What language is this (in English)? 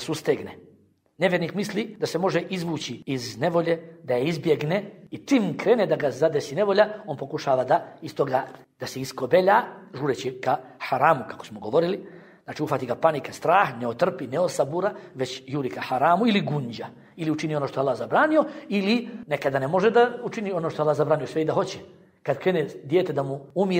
Bosnian